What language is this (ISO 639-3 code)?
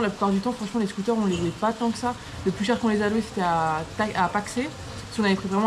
fra